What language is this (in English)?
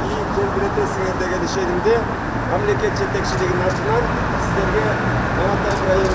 Kyrgyz